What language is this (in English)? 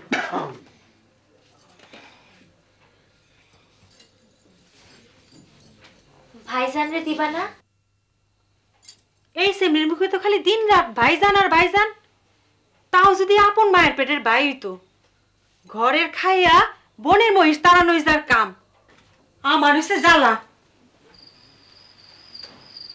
Bangla